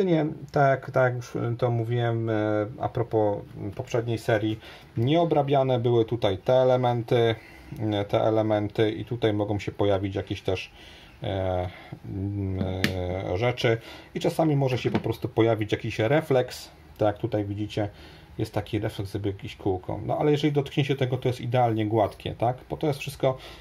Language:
Polish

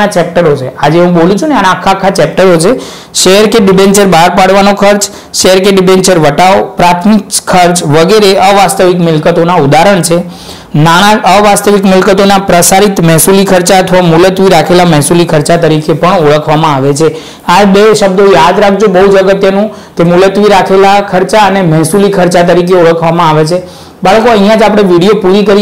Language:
Gujarati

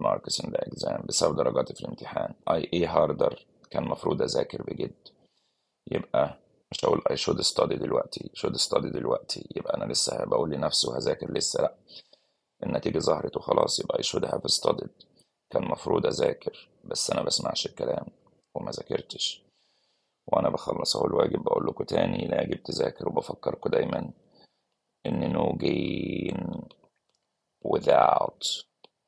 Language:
Egyptian Arabic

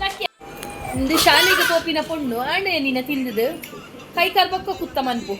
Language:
Tulu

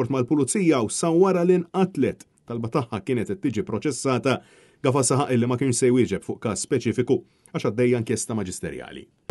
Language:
Maltese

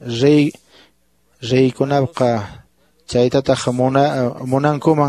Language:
Quechua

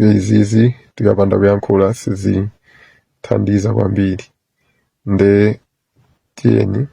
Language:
Nyanja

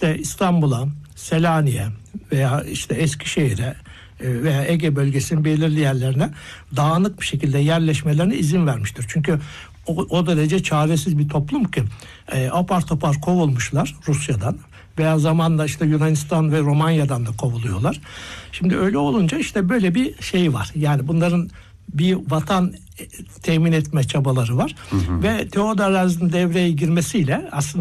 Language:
Turkish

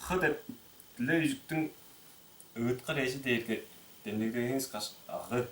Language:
Tuvinian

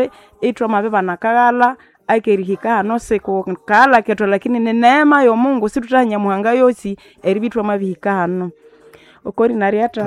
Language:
Nande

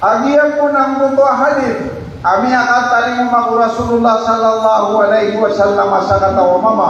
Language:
Maranao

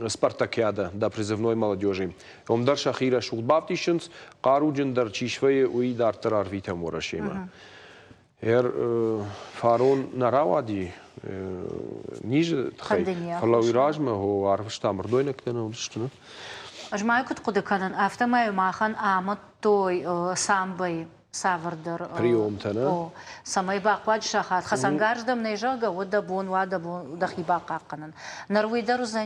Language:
Ossetic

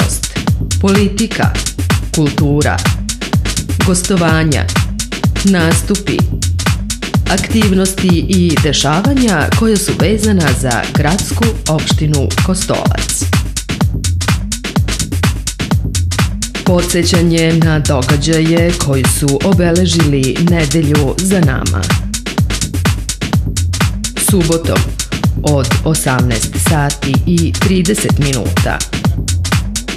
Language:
Serbian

